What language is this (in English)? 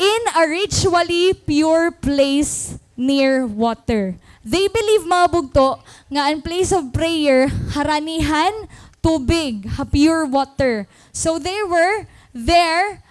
Waray